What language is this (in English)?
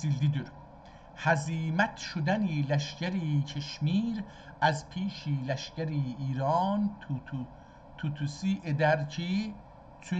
South Azerbaijani